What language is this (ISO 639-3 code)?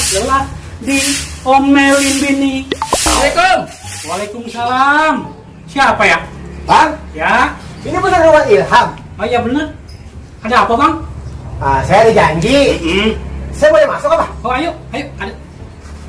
bew